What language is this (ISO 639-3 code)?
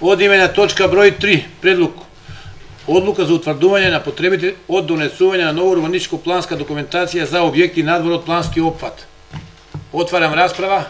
mkd